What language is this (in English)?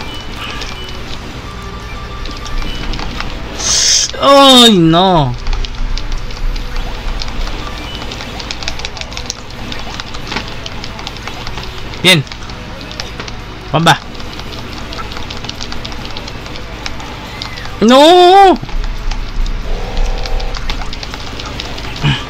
Spanish